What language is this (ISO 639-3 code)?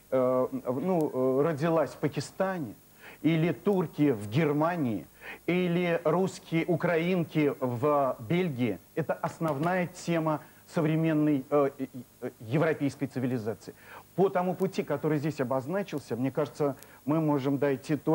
rus